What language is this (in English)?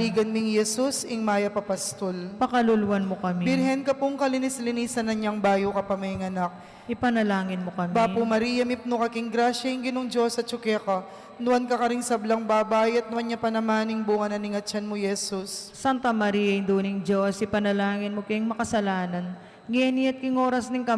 Pampanga